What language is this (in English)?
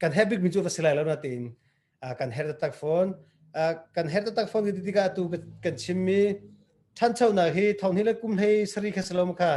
Hakha Chin